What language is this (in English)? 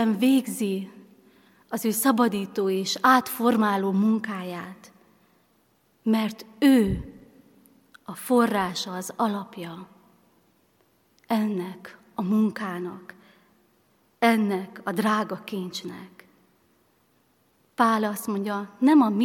Hungarian